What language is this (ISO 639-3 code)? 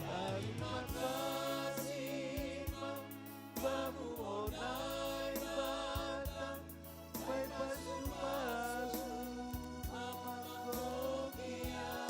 bts